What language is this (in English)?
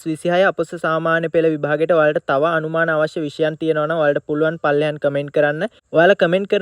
Sinhala